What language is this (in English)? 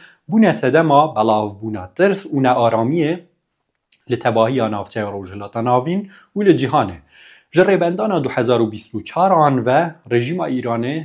Kurdish